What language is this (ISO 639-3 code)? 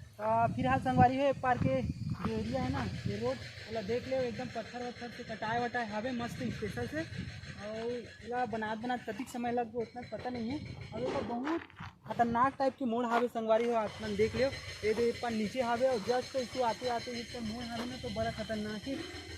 hne